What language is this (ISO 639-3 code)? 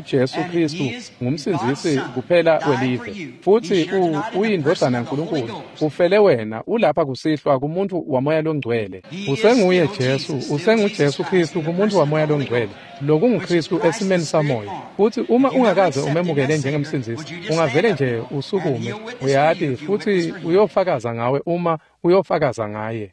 ssw